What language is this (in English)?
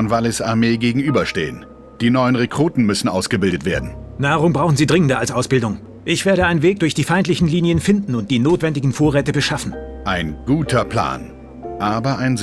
Bavarian